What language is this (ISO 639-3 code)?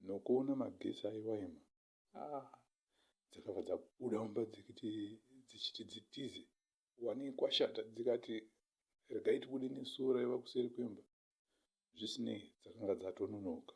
sna